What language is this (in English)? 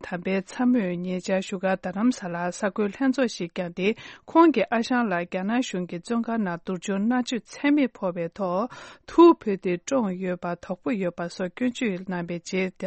Tibetan